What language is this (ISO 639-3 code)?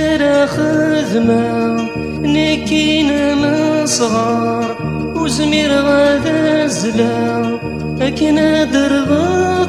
kab